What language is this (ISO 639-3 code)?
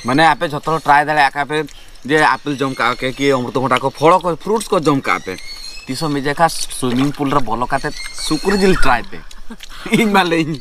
sat